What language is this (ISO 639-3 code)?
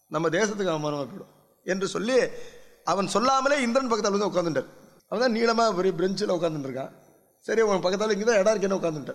tam